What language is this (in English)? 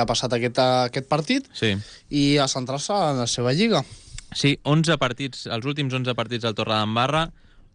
Catalan